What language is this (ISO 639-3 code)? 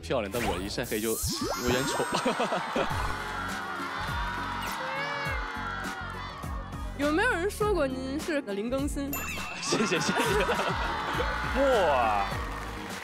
zho